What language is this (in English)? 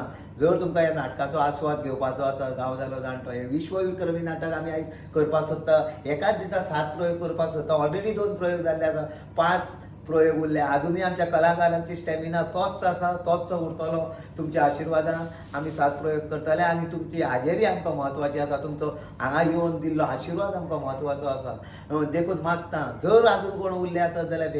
Konkani